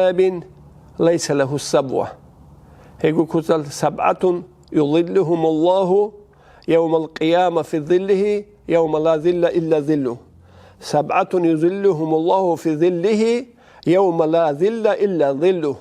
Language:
Avaric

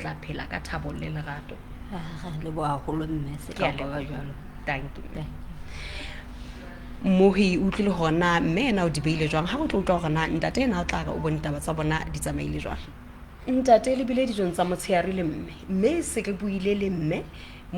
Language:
Southern Sotho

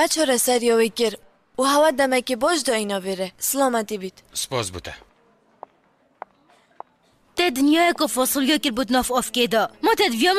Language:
Kurdish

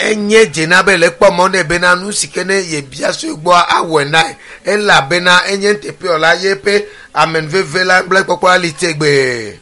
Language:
Ewe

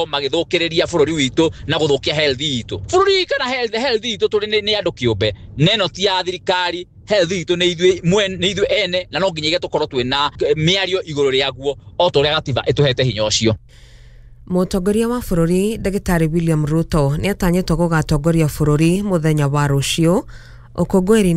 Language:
Kikuyu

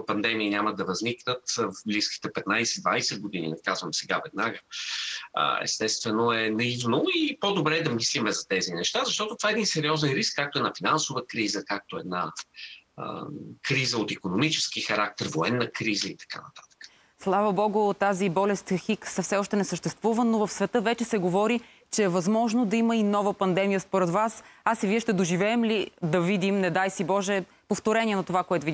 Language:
Bulgarian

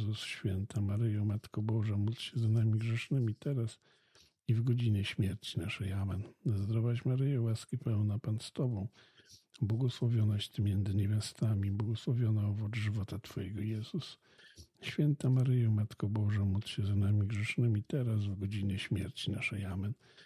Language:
Polish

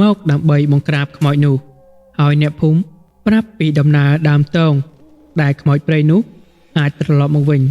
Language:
Khmer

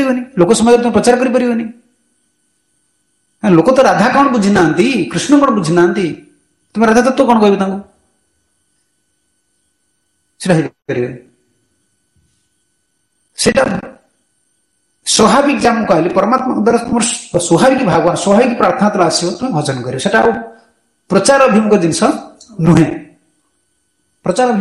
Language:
Odia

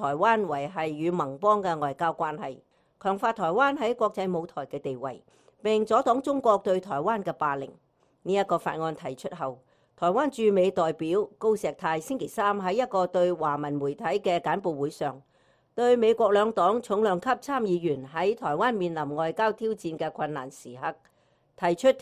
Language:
Cantonese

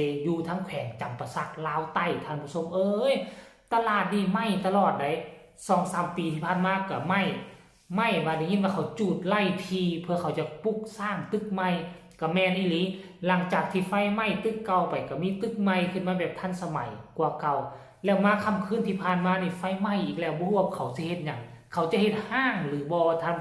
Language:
Northeastern Thai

